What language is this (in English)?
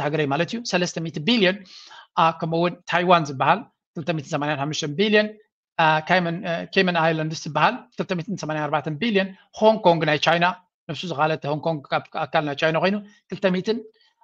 Tigrinya